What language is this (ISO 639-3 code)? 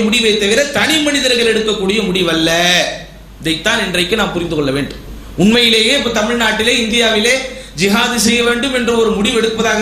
tam